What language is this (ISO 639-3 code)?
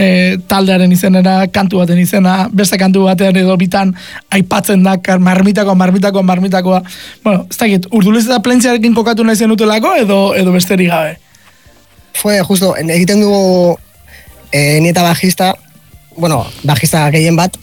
eus